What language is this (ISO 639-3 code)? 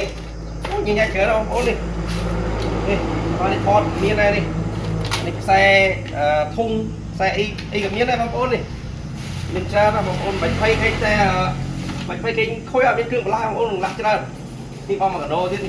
khm